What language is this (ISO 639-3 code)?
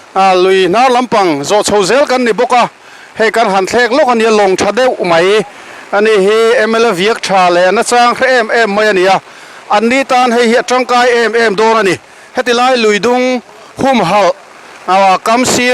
lus